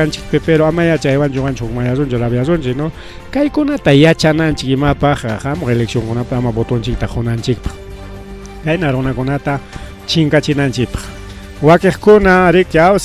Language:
Ayacucho Quechua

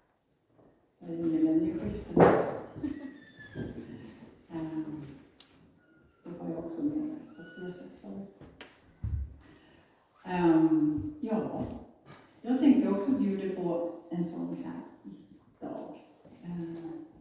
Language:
Swedish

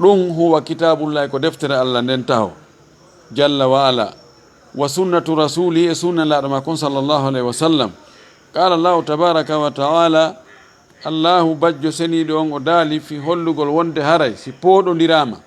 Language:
Fula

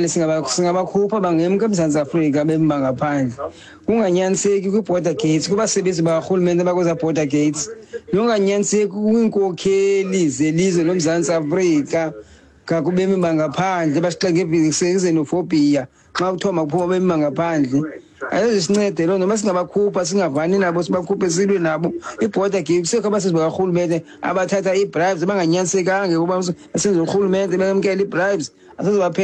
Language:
Xhosa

